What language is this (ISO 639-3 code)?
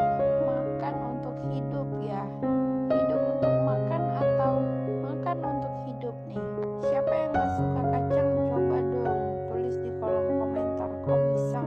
ind